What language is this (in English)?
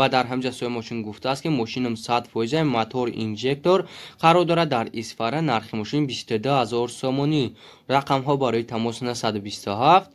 Tajik